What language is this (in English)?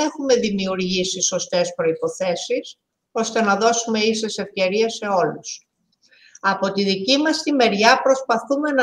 Greek